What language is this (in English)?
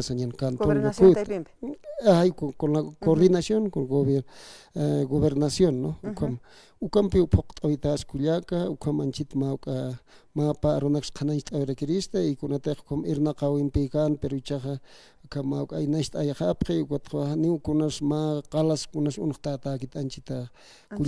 Aymara